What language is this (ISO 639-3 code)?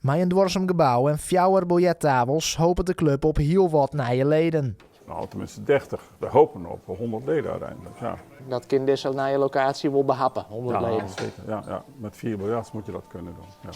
fry